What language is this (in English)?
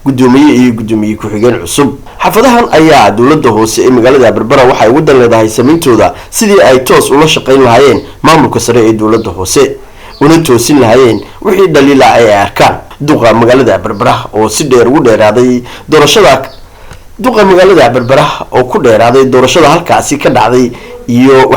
Somali